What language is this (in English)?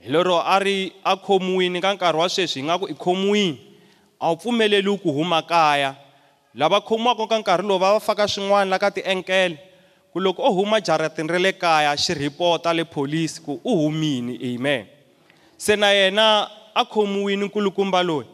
Tsonga